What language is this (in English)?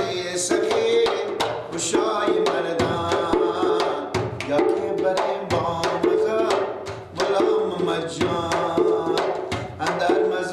Persian